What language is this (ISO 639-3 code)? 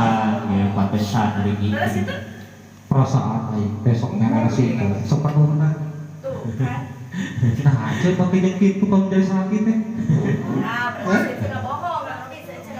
sun